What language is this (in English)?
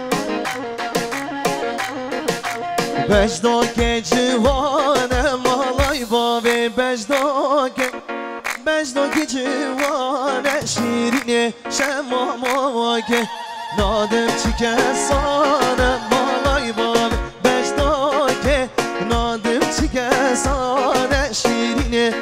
Kurdish